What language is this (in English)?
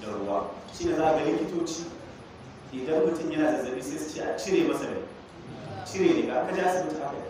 Hausa